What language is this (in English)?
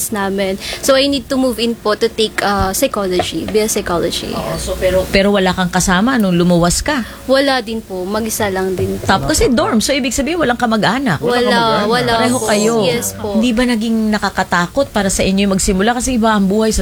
Filipino